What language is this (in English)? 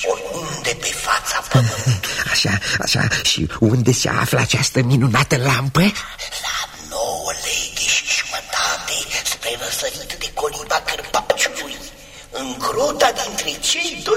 Romanian